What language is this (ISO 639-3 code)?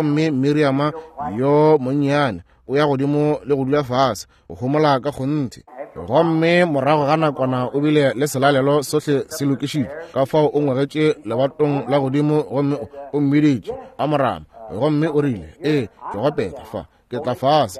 nso